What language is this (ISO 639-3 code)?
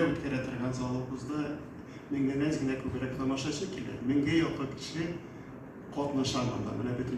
tat